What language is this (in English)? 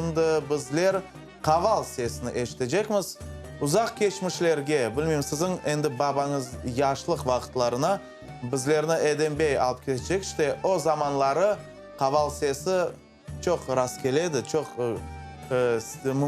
Crimean Tatar